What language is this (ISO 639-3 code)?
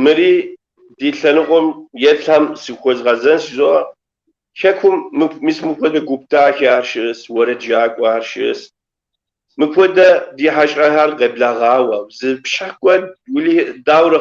kbd